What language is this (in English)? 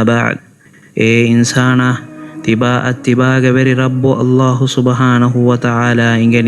Divehi